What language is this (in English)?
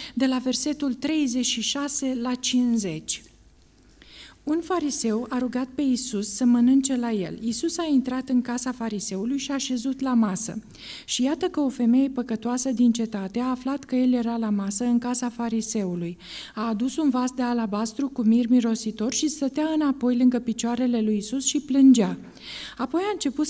Romanian